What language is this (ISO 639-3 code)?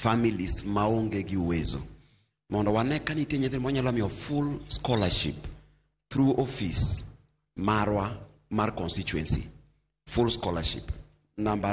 luo